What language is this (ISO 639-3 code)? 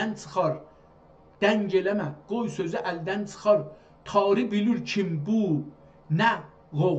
azb